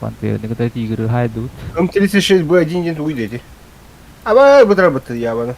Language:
Yakut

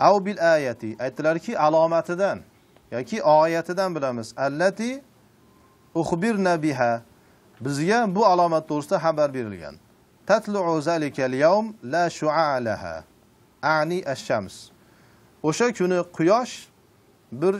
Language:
Uzbek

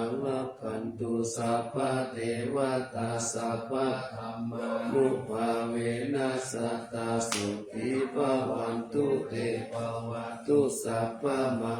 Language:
Pali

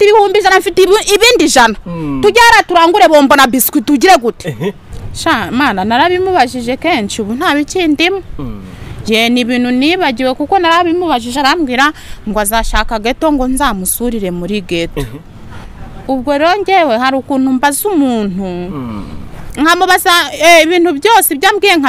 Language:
Kinyarwanda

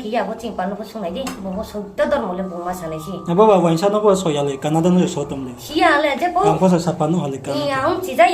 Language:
Riang (India)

